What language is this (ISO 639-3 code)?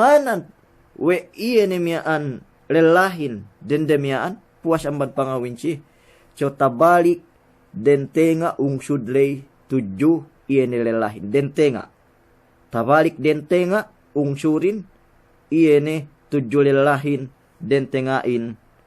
yka